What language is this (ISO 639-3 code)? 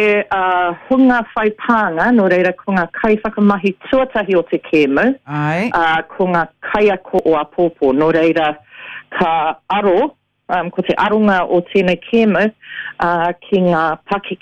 mri